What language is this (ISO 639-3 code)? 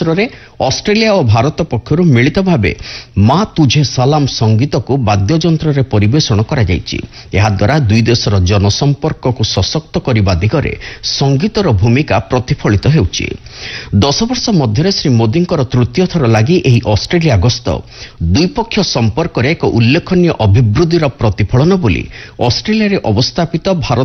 ori